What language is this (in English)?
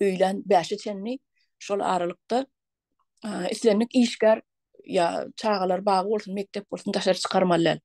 Turkmen